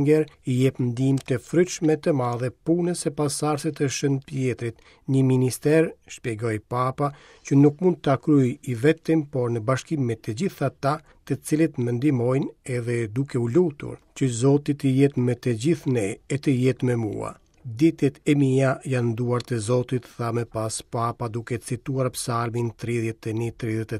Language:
Albanian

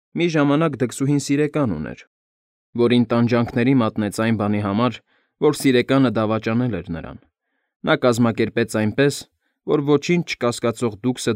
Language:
Armenian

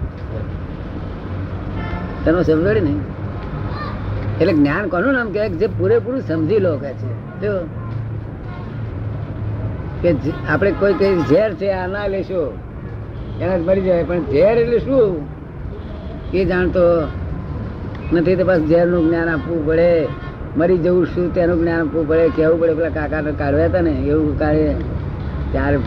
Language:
Gujarati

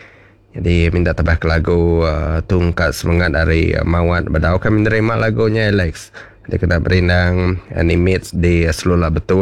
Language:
Iban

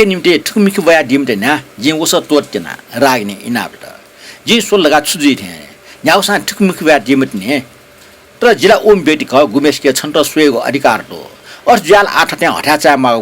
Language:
Newari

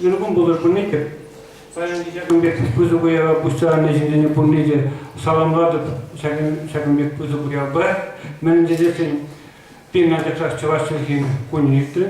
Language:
Chuvash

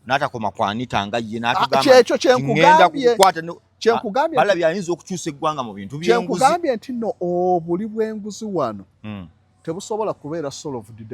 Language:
Ganda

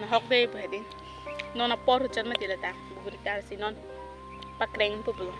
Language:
Karbi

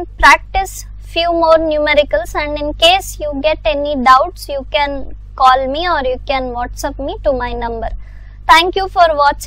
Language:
English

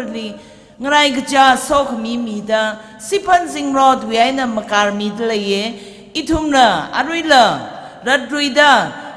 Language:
Tangkhul Naga (India)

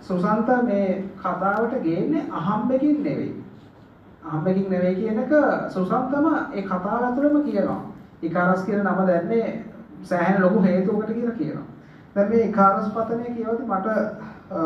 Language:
Sinhala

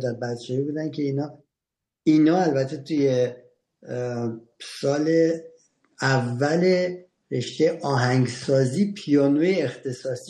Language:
Persian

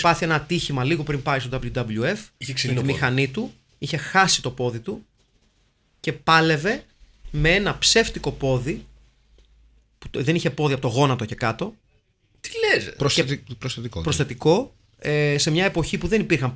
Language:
Greek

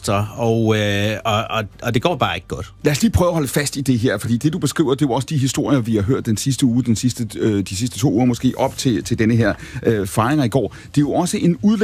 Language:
Danish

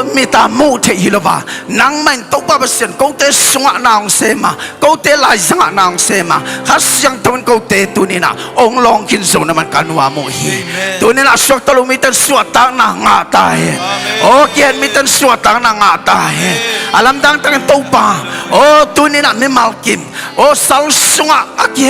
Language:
Tedim Chin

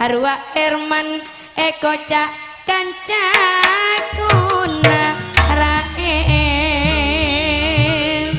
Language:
Madurese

